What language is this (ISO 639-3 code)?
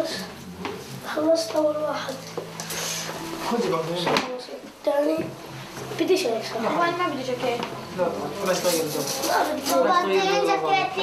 swe